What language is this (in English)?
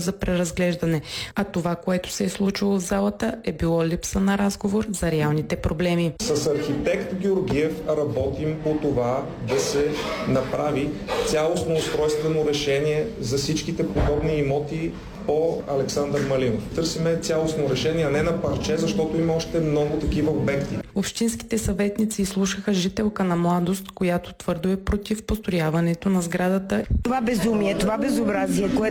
Bulgarian